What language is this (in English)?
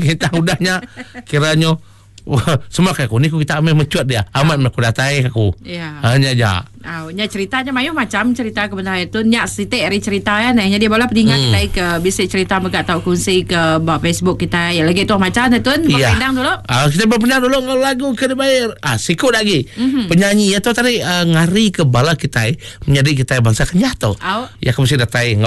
Iban